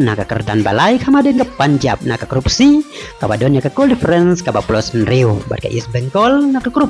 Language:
Khasi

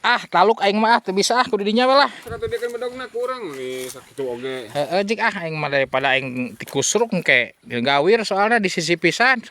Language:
Sundanese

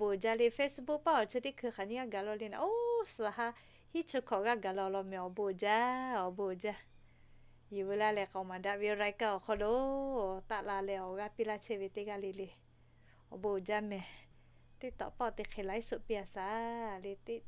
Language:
Lahu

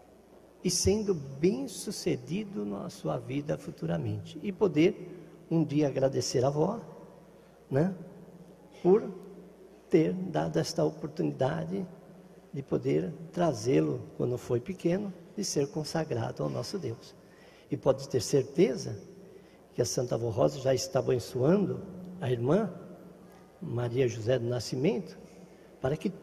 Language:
Portuguese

